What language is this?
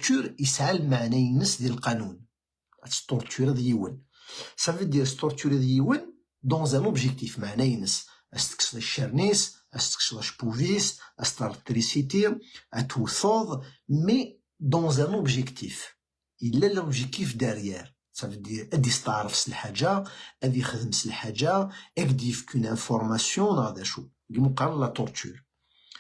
Kabyle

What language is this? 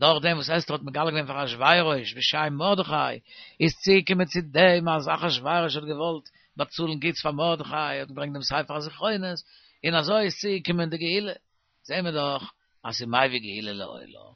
Yiddish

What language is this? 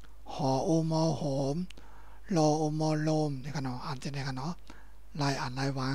Shan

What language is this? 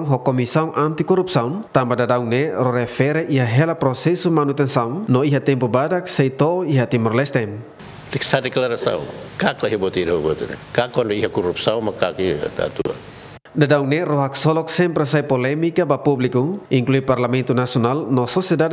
Tetum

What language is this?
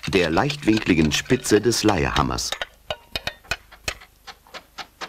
German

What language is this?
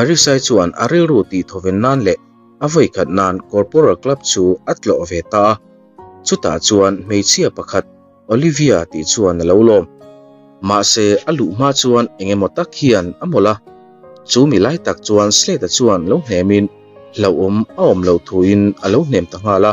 Mizo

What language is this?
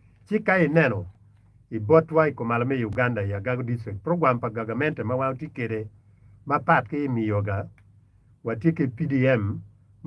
Acoli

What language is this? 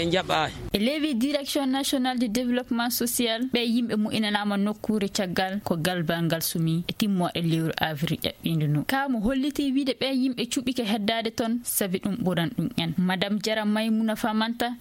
Fula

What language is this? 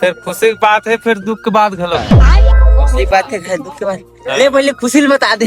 Chhattisgarhi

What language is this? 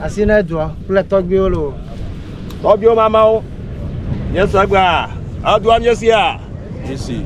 Ewe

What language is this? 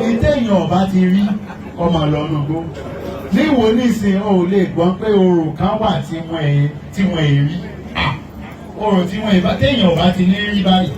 Yoruba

